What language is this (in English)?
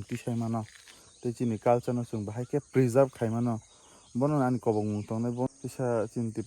Kok Borok